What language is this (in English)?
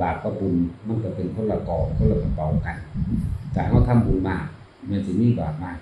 Northeastern Thai